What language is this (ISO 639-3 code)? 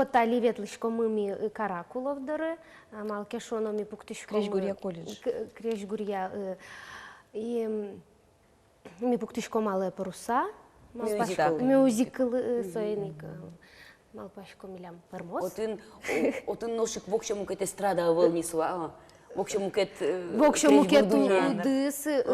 udm